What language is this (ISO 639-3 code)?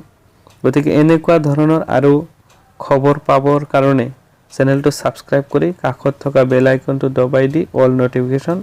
asm